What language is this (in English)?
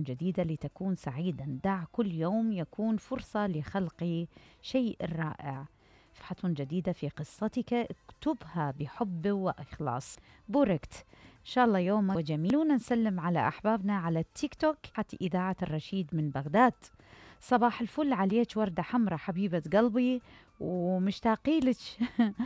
Mesopotamian Arabic